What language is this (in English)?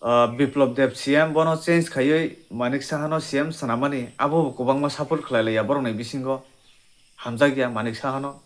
Kok Borok